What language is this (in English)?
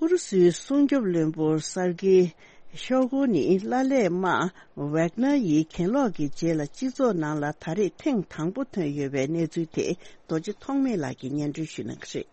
Tibetan